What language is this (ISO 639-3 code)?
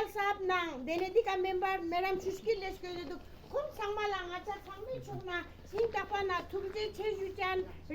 lbj